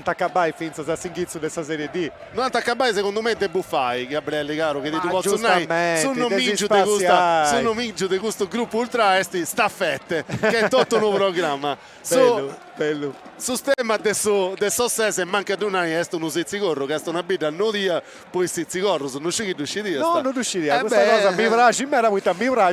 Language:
Sardinian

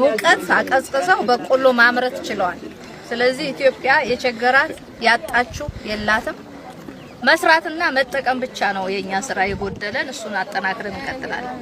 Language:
Amharic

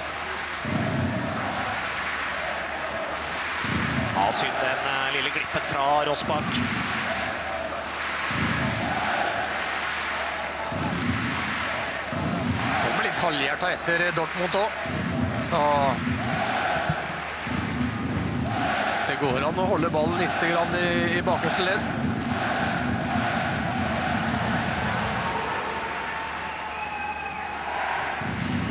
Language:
Norwegian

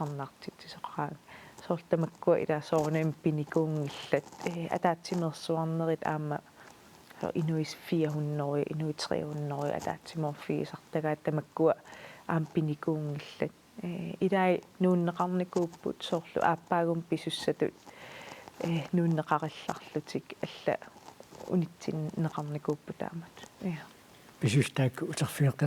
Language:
Kalaallisut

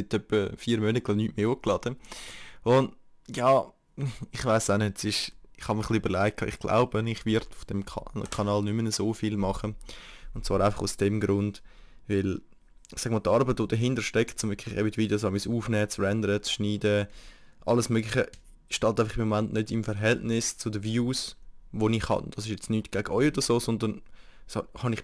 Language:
Swiss German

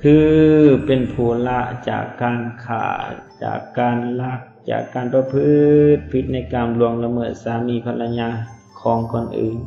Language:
Lao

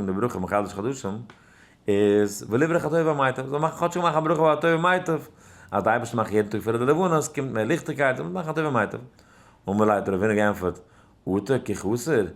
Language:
Yiddish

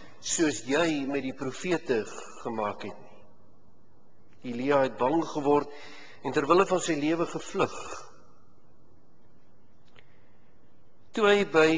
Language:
Afrikaans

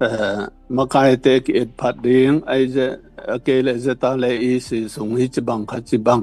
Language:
Tedim Chin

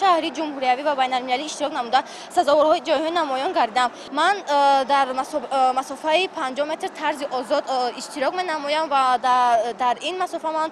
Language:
Tajik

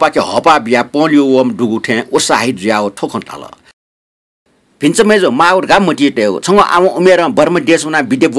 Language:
Newari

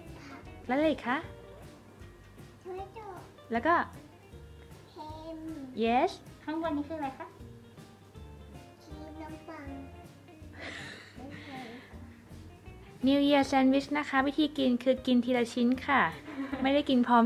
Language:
Thai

